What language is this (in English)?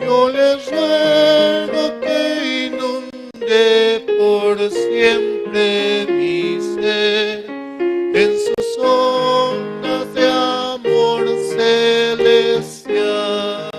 Aymara